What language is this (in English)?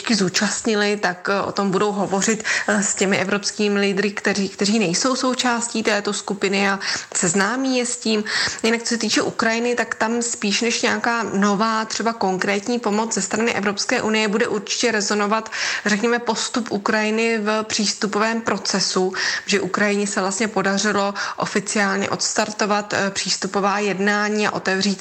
Czech